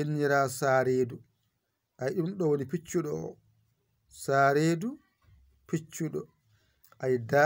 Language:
Fula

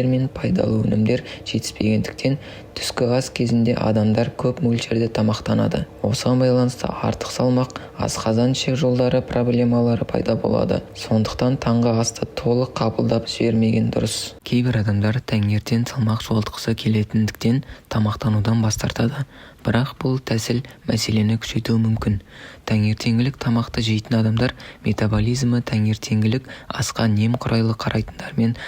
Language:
Kazakh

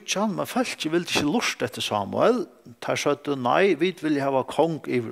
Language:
Faroese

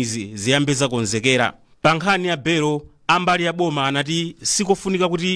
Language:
Nyanja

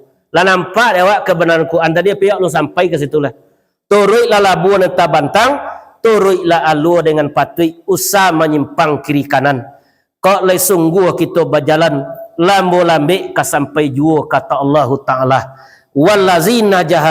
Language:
Minangkabau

